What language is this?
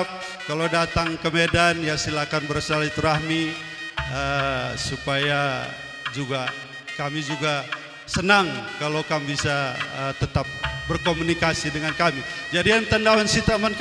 Batak Karo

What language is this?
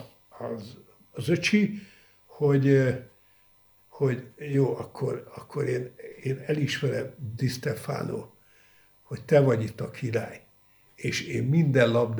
Hungarian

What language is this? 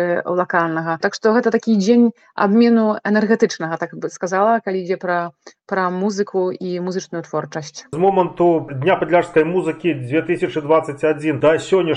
Belarusian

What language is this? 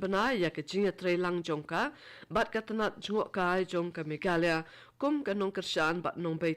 Khasi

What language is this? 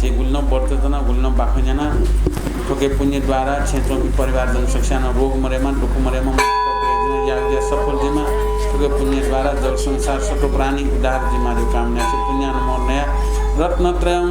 Newari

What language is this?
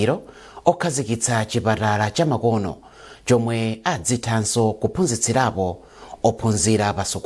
Nyanja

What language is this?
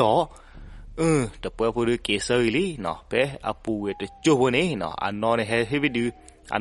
S'gaw Karen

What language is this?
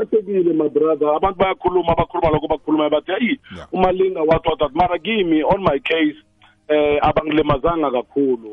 South Ndebele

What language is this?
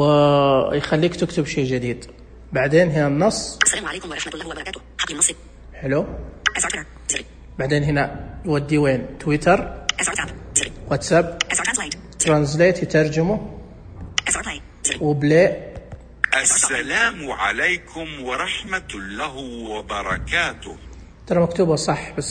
Najdi Arabic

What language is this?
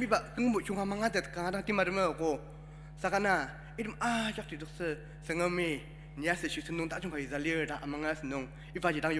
Ao Naga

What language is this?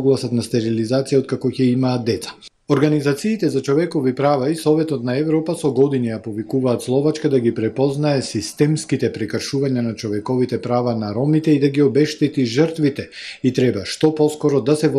Macedonian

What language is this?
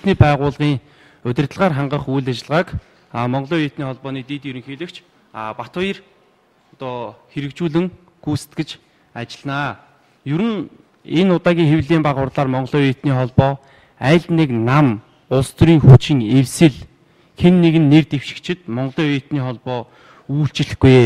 Mongolian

